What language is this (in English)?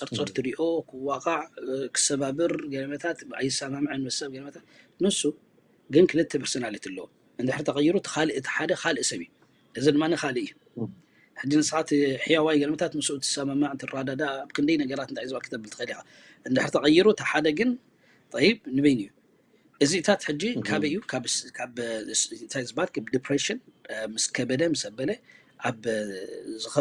Tigrinya